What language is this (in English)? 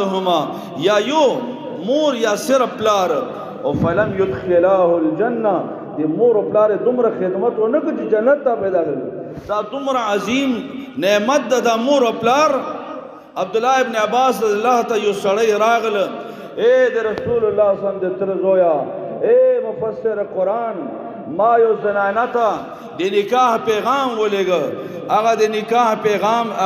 Pashto